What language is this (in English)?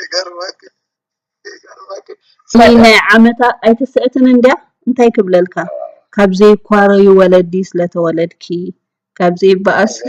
Tigrinya